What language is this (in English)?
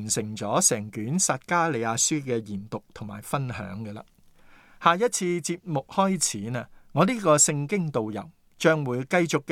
Cantonese